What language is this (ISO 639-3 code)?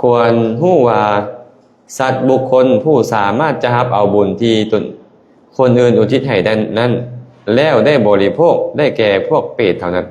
lao